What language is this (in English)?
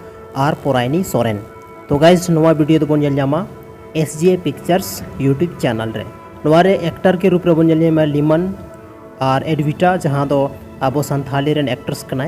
Santali